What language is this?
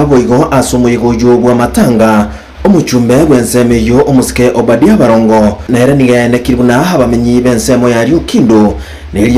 Gusii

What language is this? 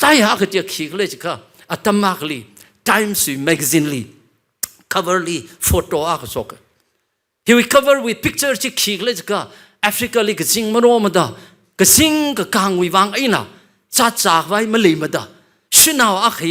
Tangkhul Naga (India)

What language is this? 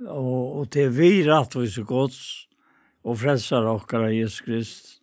Faroese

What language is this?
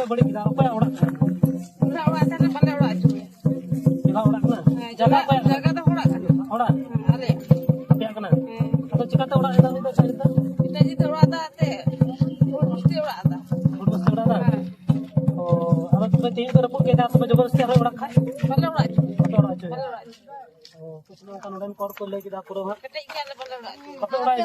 Santali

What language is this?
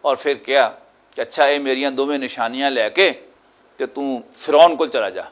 Western Panjabi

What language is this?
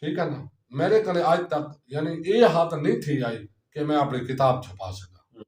Saraiki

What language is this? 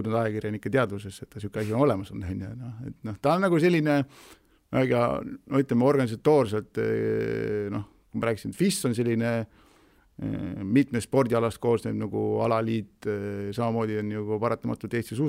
Estonian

